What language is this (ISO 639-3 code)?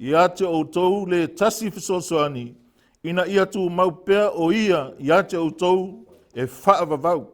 smo